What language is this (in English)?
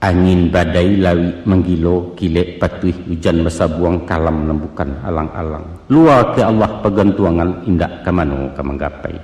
Minangkabau